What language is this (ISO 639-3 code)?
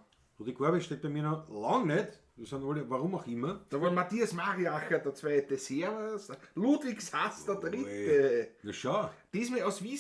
bar